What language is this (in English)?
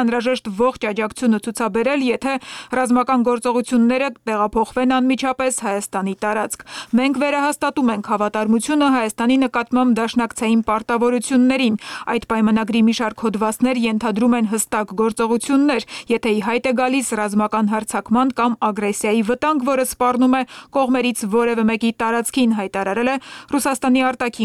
Armenian